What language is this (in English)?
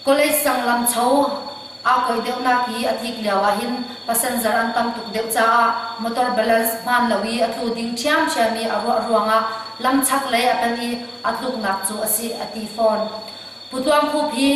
Hakha Chin